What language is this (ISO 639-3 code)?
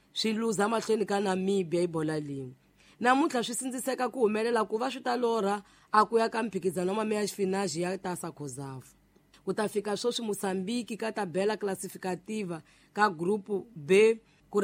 tso